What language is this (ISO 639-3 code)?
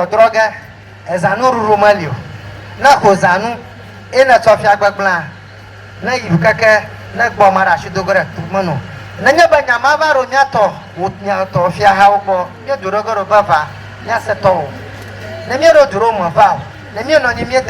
ewe